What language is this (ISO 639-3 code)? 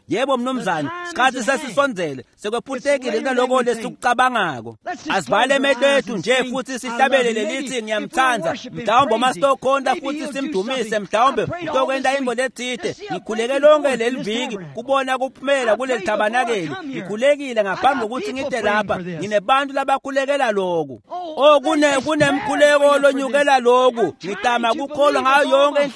ssw